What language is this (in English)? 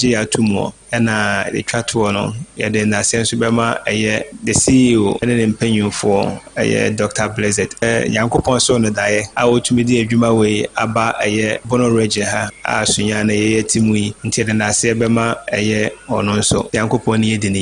Akan